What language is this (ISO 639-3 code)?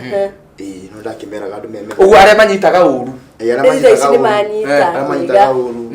kik